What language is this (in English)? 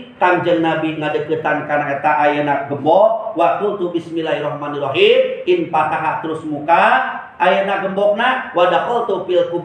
Sundanese